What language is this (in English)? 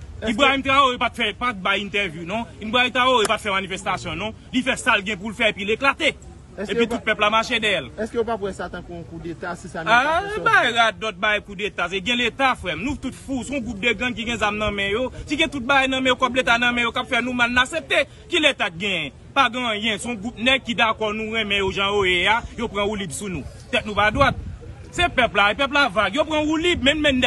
Haitian Creole